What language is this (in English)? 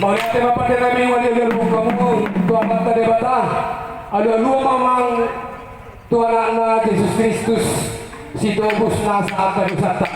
Batak Toba